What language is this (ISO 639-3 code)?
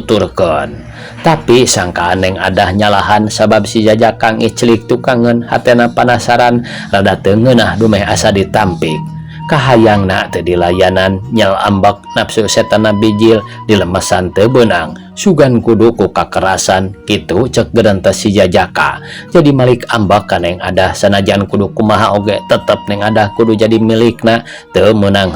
sun